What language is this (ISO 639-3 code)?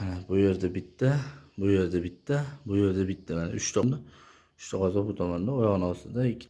uzb